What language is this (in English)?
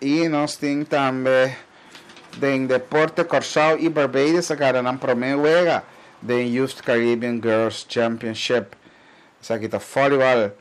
Papiamento